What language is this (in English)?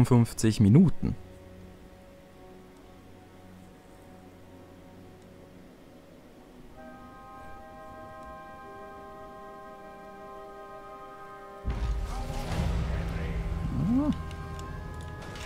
German